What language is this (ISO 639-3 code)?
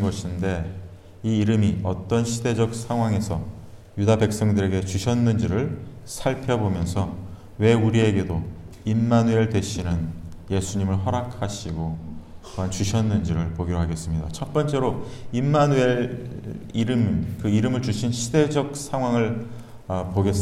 kor